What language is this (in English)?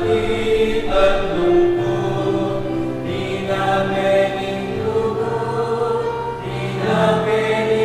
Pampanga